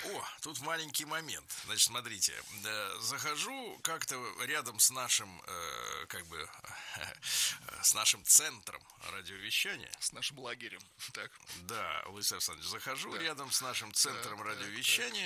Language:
Russian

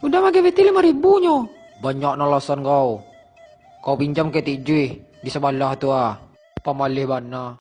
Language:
Minangkabau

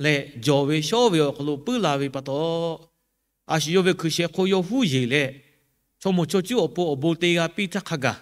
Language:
Lahu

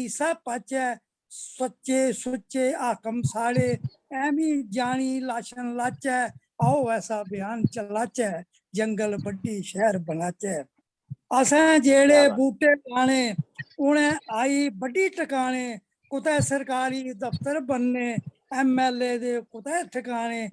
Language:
Dogri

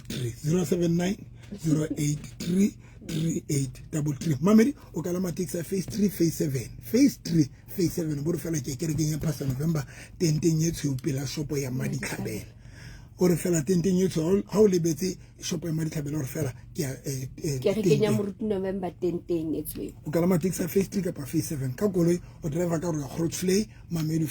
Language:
Southern Sotho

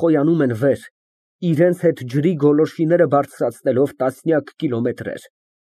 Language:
Armenian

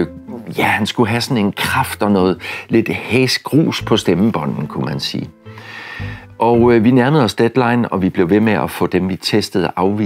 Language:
Danish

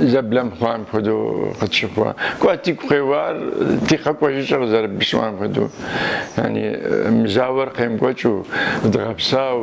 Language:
Kabardian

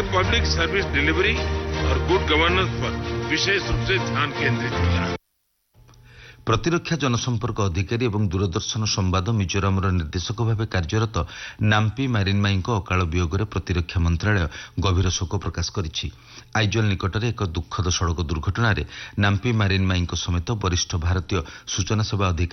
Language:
Odia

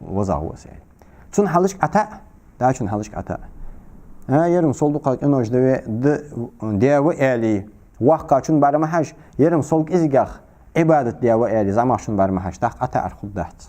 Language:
Ingush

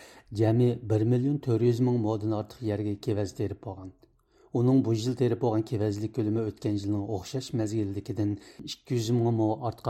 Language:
Uyghur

